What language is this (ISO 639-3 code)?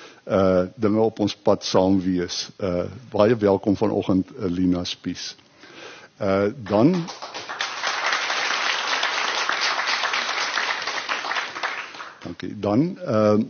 afr